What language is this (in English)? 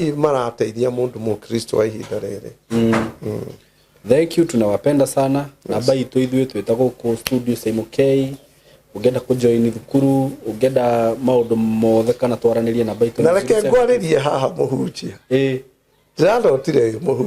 Kikuyu